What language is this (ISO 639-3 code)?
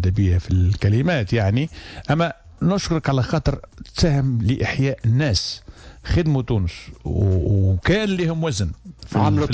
aeb